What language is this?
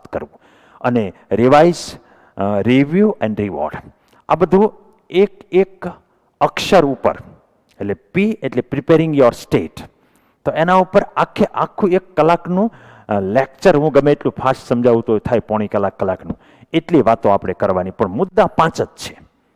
Gujarati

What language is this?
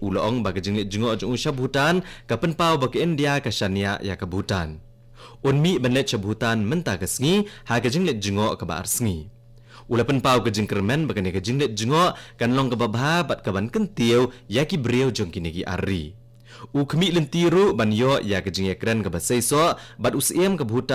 Khasi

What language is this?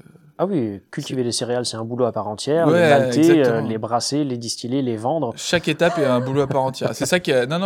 French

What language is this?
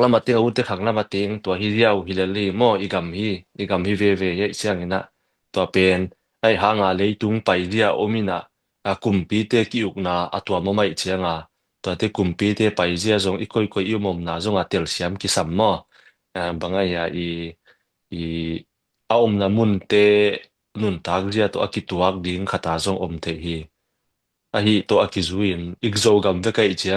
Tedim Chin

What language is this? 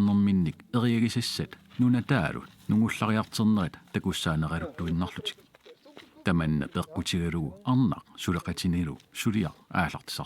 Kalaallisut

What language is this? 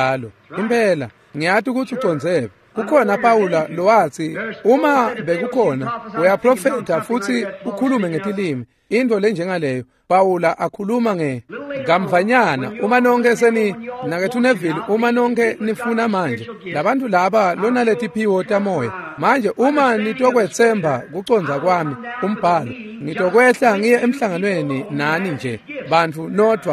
Swati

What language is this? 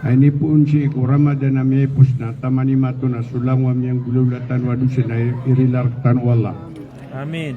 Maranao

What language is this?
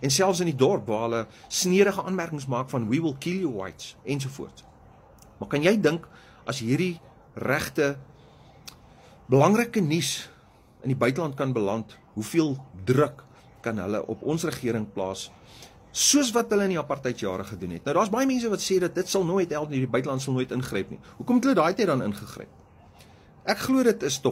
Afrikaans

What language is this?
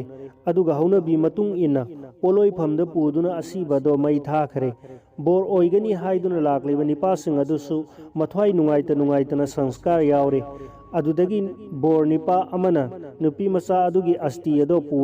Manipuri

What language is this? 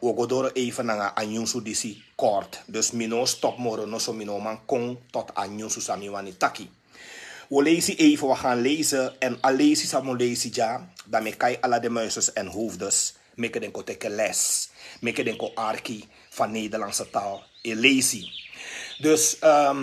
Sranan Tongo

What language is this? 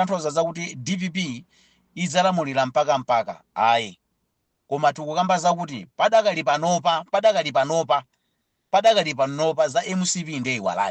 Nyanja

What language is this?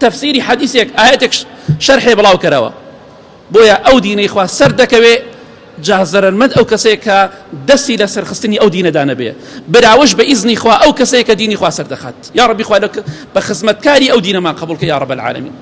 Central Kurdish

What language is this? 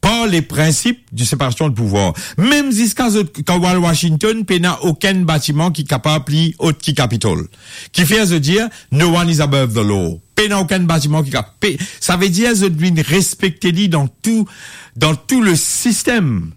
Morisyen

